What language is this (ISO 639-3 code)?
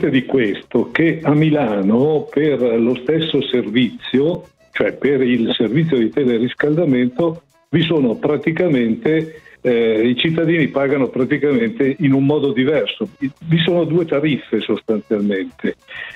ita